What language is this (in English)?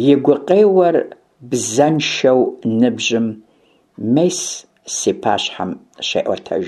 Kabardian